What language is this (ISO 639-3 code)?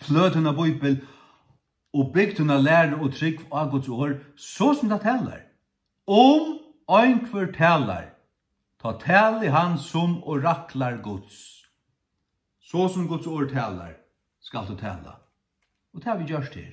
fao